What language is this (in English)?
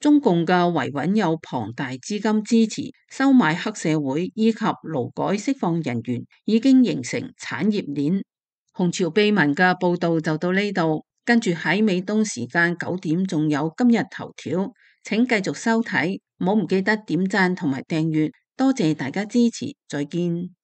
Cantonese